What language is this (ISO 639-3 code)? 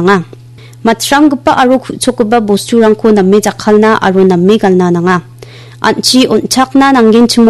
grt